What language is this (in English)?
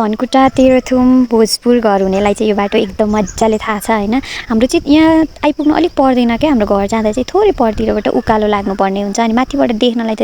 Nepali